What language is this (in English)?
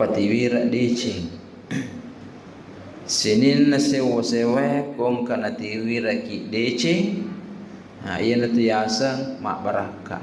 Buginese